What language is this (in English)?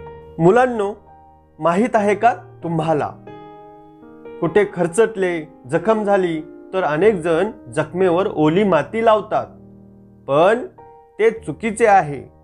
Marathi